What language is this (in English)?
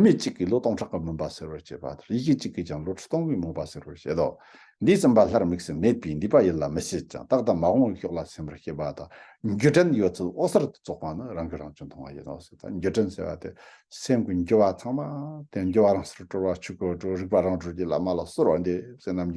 Tibetan